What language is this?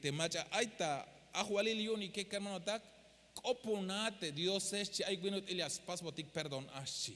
Tzeltal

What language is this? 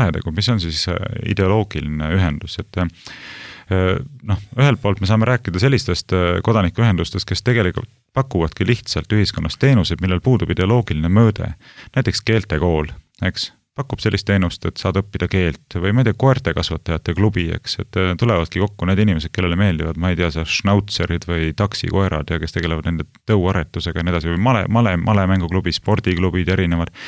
Estonian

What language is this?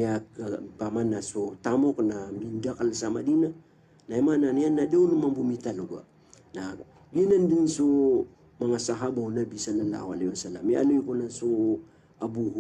Maranao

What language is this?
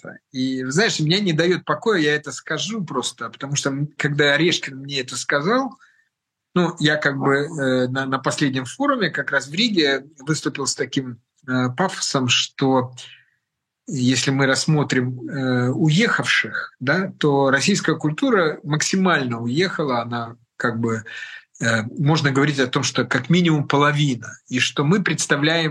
Russian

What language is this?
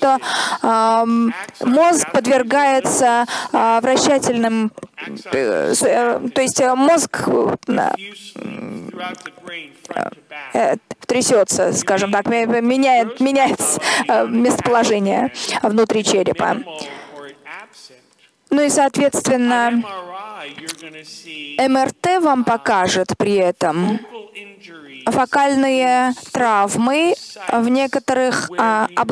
Russian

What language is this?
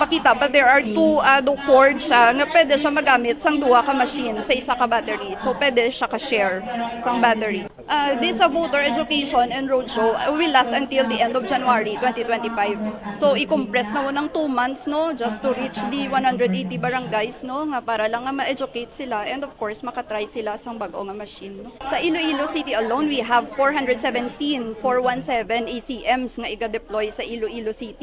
Hiligaynon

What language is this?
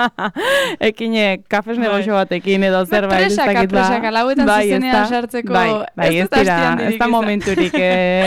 Basque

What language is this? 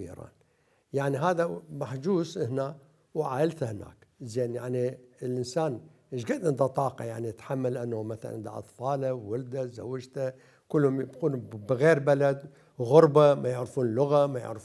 Mesopotamian Arabic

